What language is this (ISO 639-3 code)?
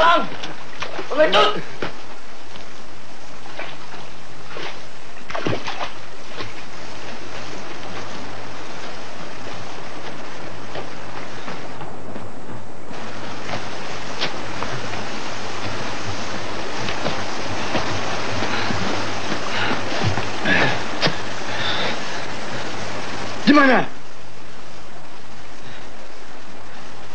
ind